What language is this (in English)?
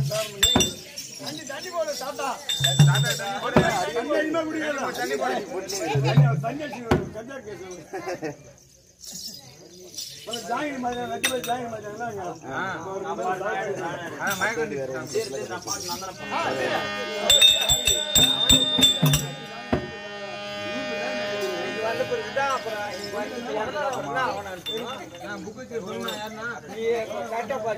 Tamil